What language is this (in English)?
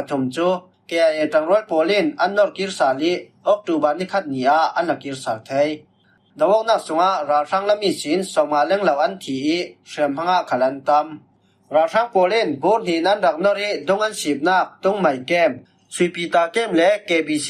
Falam Chin